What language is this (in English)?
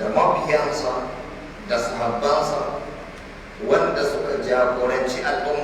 Hausa